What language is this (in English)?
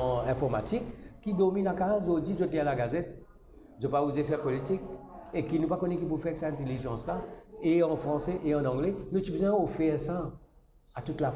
Morisyen